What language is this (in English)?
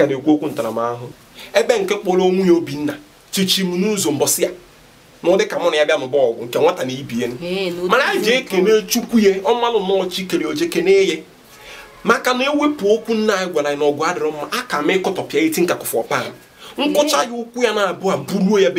Igbo